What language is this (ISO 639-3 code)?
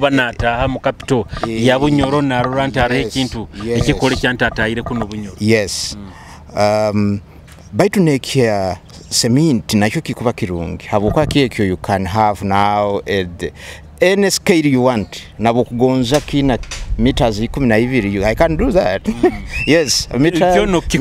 nyo